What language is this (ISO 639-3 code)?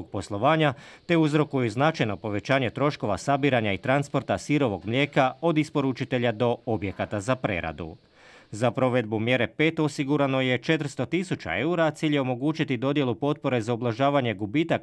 hrv